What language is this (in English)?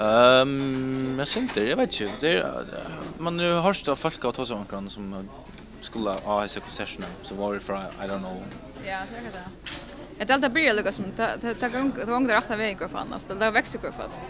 Faroese